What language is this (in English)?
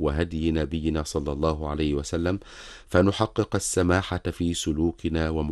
Arabic